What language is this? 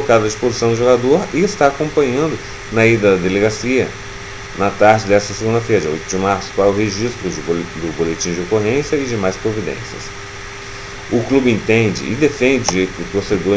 Portuguese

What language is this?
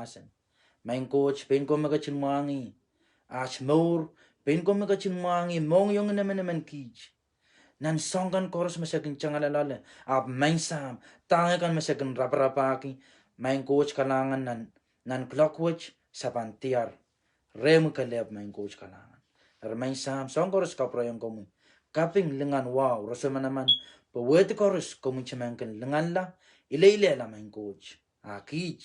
Pohnpeian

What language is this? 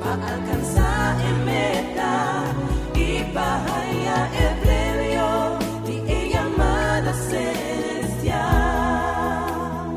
Papiamento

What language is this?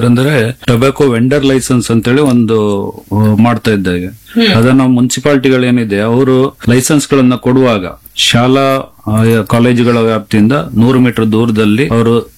Kannada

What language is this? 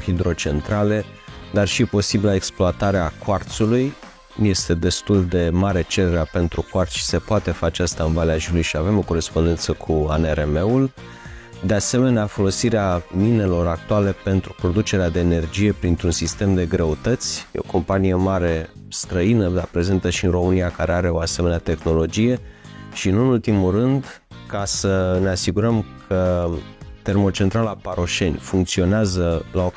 Romanian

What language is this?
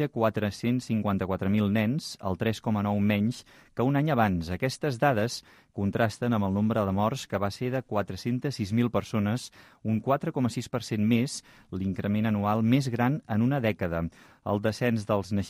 Catalan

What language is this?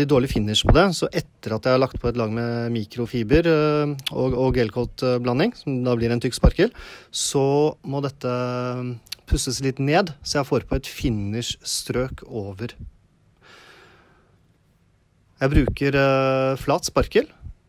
Norwegian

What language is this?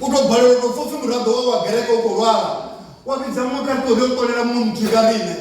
Venda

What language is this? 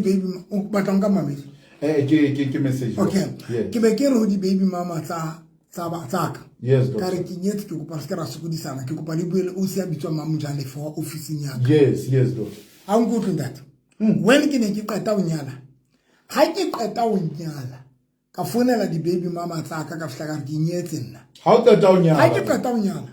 Southern Sotho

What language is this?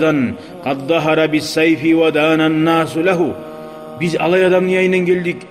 Kumyk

